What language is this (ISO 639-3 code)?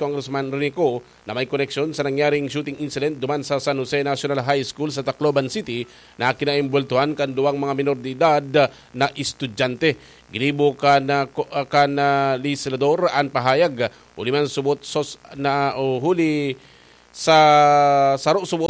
bik